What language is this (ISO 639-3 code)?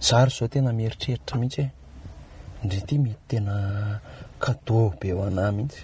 mlg